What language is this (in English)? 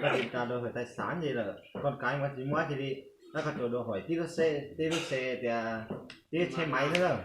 Hmong